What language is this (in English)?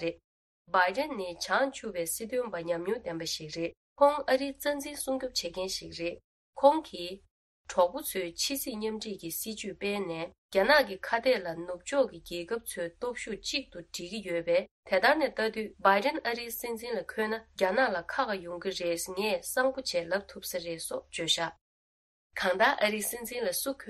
Tibetan